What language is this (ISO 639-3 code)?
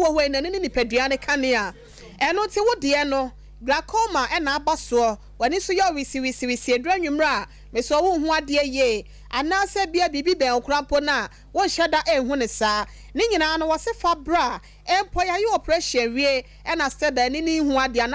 aka